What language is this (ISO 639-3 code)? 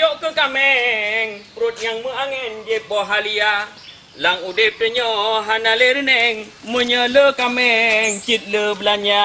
ace